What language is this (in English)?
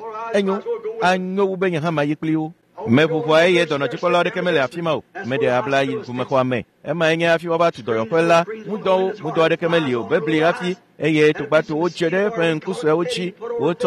Ewe